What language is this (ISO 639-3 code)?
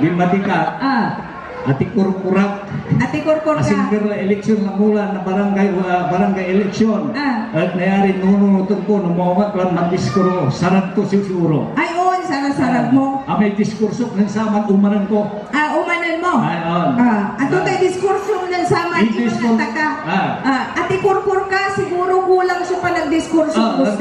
pag